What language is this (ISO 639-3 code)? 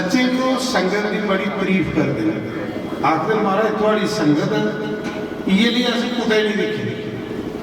doi